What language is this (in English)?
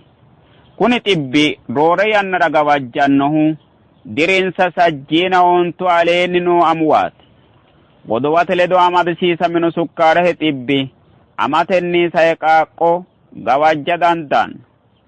Sidamo